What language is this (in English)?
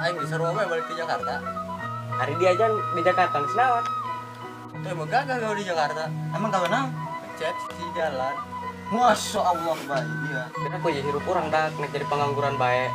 Sundanese